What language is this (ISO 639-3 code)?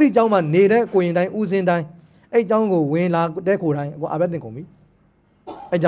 mya